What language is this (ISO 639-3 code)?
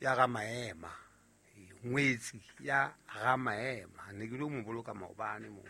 sot